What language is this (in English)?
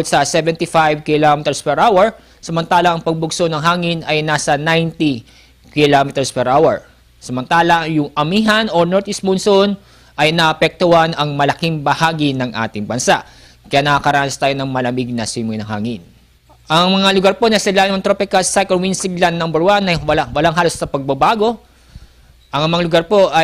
Filipino